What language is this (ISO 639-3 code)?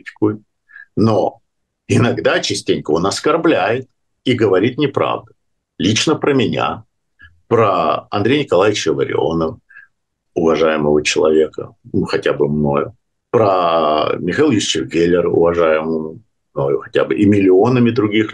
rus